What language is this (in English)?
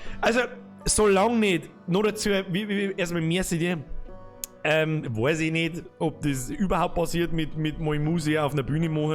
Bavarian